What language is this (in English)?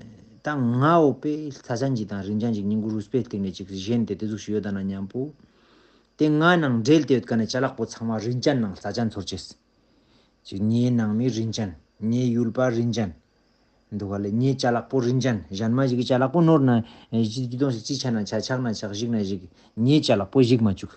Ladakhi